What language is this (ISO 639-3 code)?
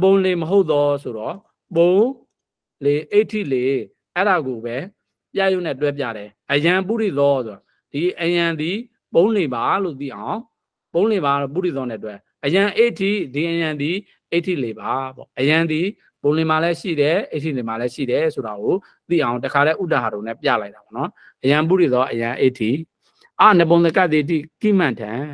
mya